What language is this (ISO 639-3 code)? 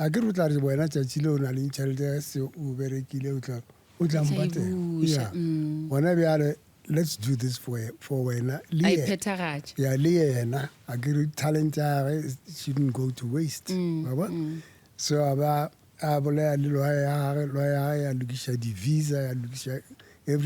nso